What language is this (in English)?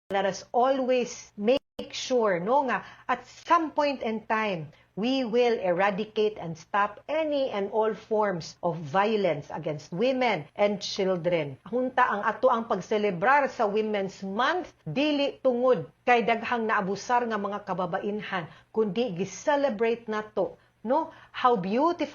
Cebuano